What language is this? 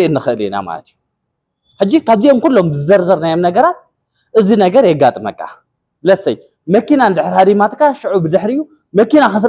Tigrinya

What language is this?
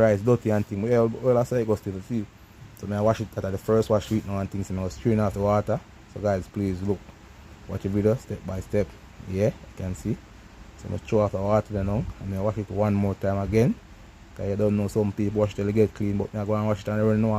Jamaican Creole English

